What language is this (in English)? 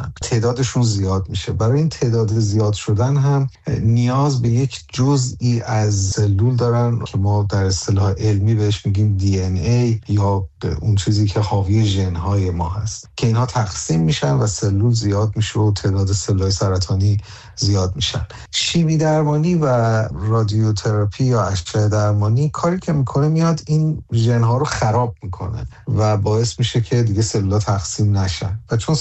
Persian